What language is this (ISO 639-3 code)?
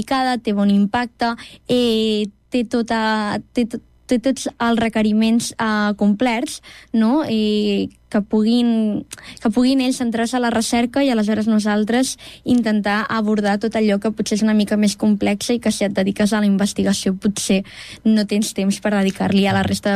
cat